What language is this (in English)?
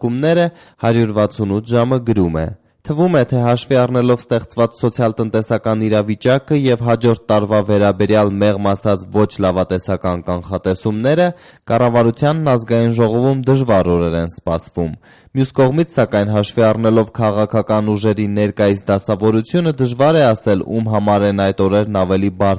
Armenian